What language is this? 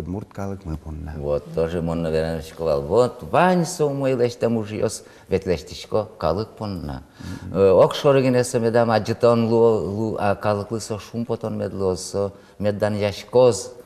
Udmurt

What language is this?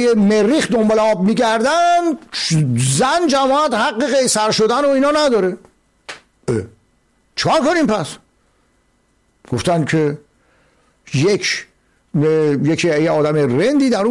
Persian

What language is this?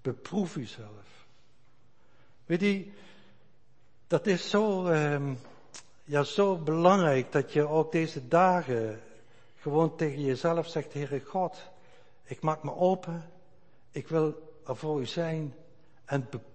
Dutch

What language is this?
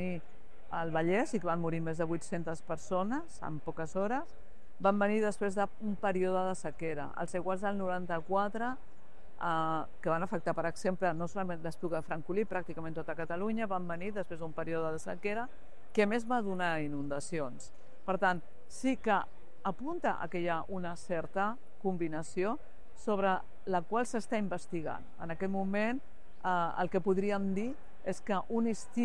Catalan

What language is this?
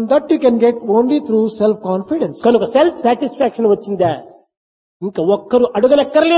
Telugu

